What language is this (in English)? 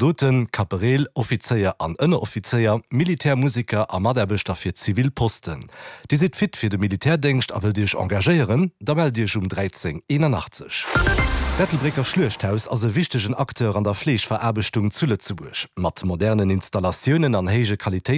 Luxembourgish